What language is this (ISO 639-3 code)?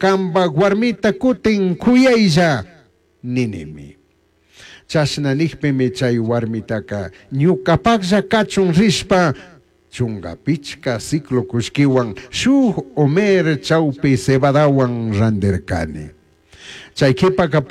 qug